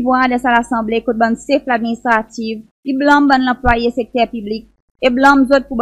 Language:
Seselwa Creole French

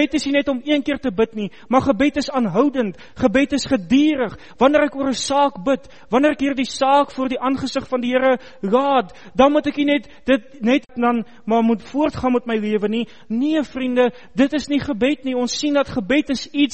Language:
Afrikaans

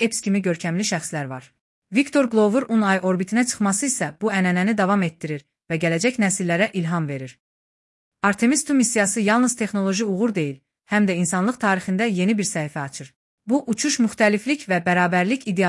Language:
Azerbaijani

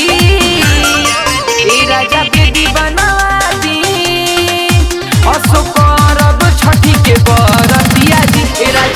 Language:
Bhojpuri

